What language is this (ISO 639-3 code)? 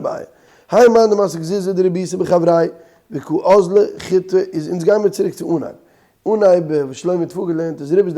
yid